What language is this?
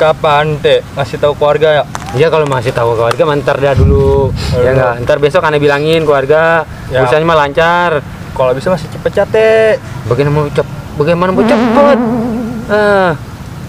Betawi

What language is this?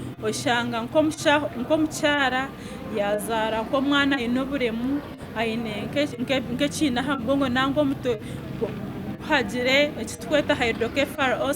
Nyankole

